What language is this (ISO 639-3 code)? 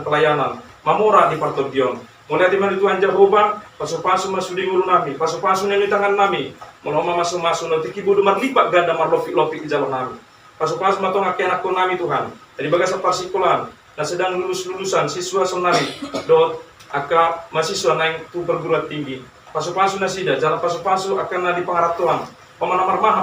bbc